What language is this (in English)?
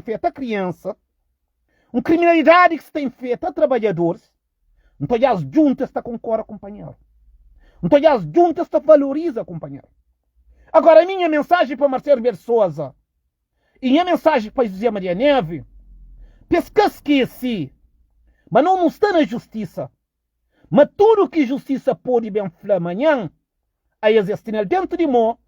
Kabuverdianu